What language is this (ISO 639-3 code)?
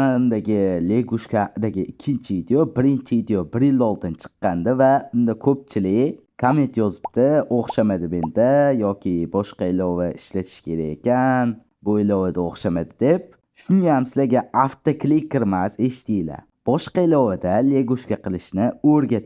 uzb